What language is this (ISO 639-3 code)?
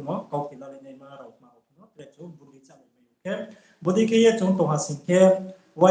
ria